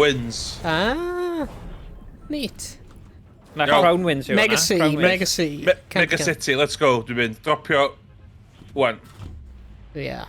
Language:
Welsh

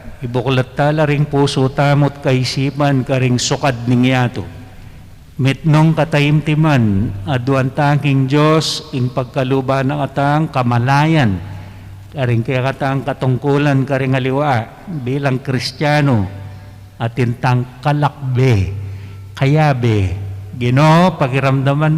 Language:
Pampanga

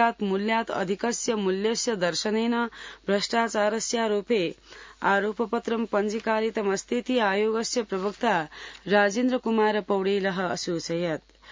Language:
Sanskrit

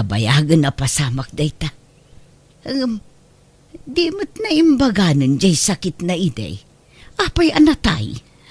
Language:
Iloko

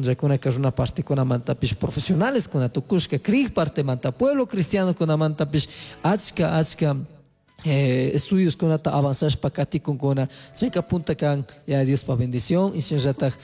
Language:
Chimborazo Highland Quichua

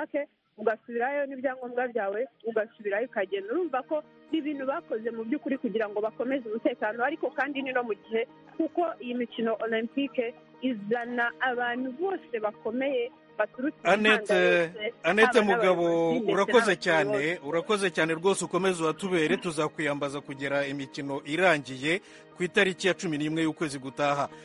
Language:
Kinyarwanda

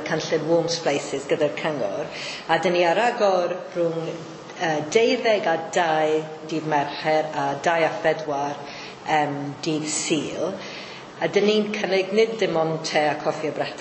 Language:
Welsh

